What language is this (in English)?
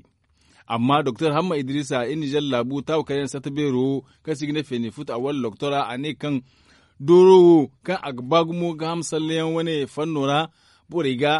Zarma